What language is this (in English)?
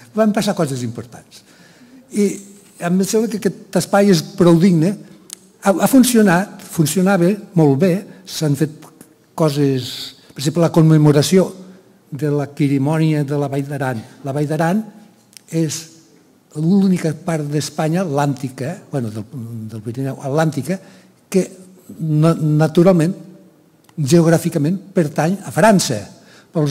Catalan